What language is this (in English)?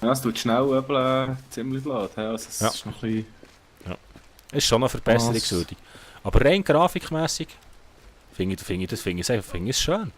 Swiss German